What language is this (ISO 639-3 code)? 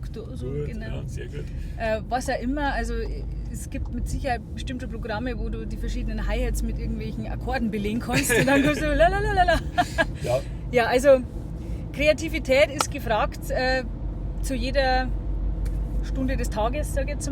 bar